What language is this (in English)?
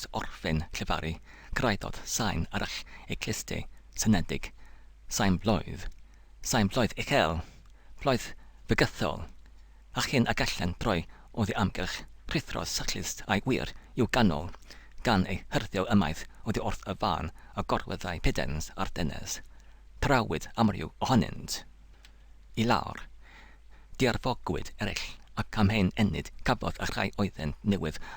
Welsh